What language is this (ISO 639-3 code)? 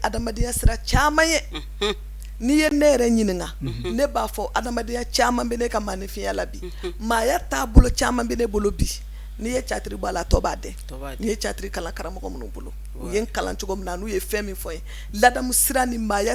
bam